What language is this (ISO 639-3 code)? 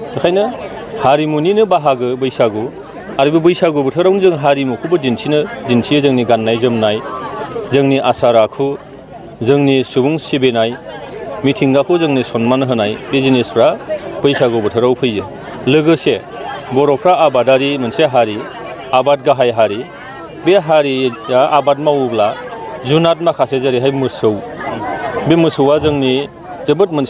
brx